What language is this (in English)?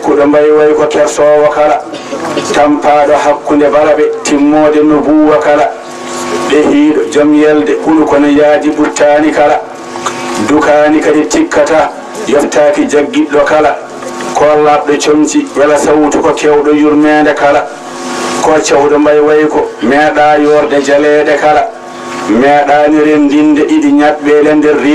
Fula